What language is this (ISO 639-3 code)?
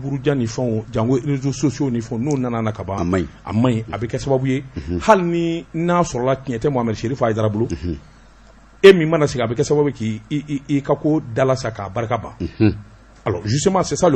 bam